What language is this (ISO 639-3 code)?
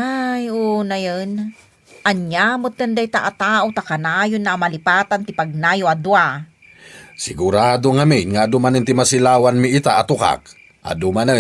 ilo